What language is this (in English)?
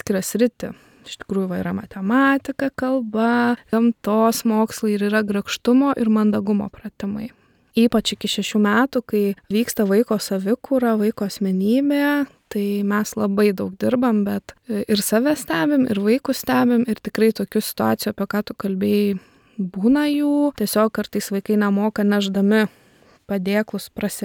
Lithuanian